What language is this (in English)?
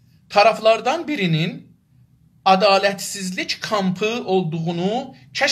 South Azerbaijani